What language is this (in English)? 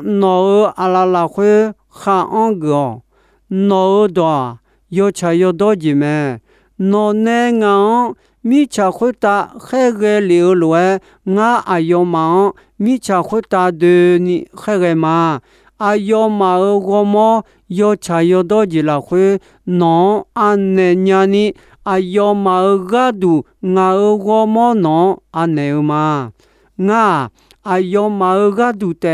Akha